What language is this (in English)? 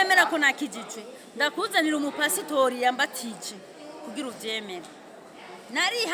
Rundi